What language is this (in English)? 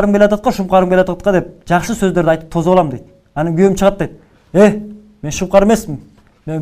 Kyrgyz